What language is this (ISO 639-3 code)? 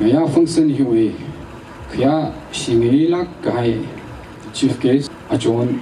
nmf